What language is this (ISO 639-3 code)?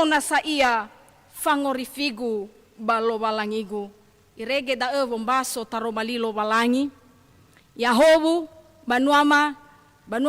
nia